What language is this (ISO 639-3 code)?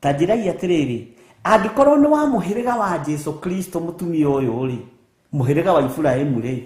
kik